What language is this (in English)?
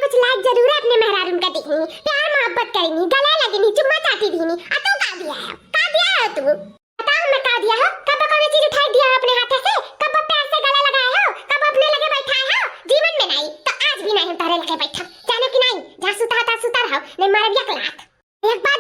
Awadhi